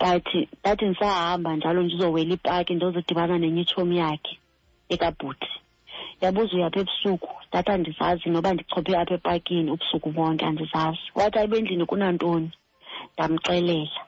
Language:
Xhosa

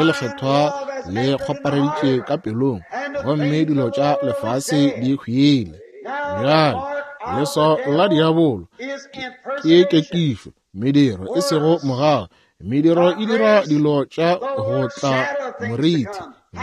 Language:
Northern Sotho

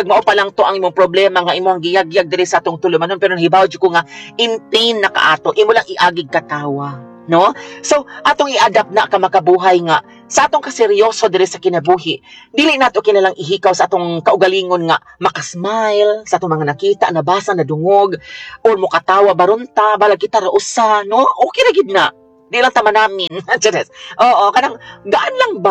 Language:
Cebuano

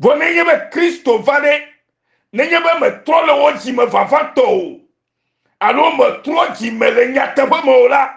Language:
Ewe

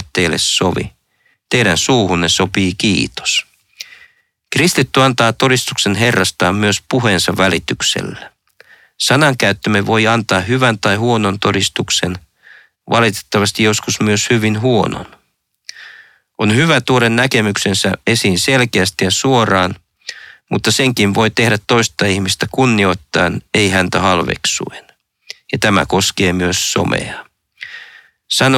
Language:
Finnish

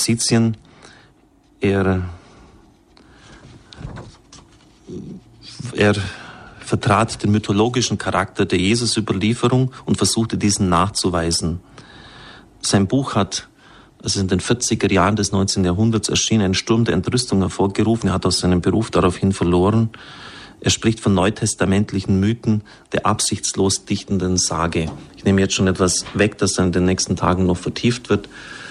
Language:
German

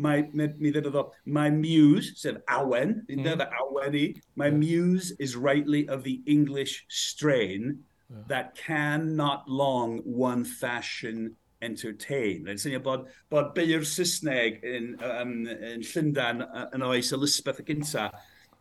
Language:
Welsh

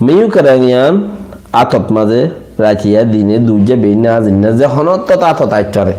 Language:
Rohingya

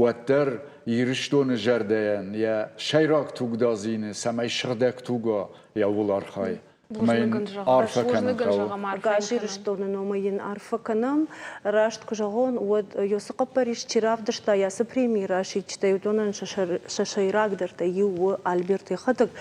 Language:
Ossetic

